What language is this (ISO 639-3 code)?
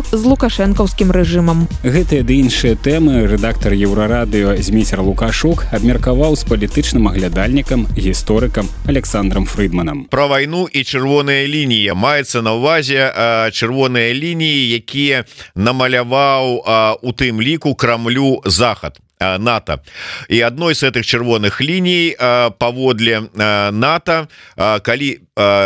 bel